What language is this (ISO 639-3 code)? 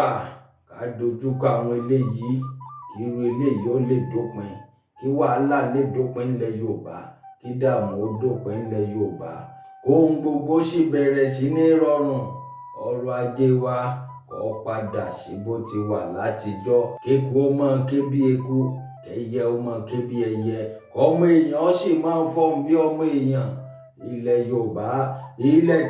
yor